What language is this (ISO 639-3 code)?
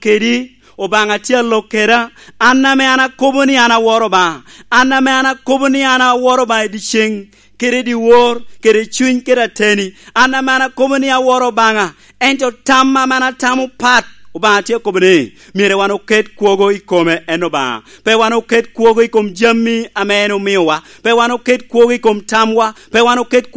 laj